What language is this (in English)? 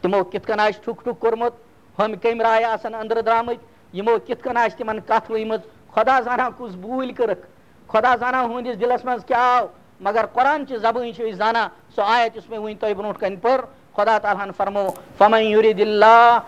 Kashmiri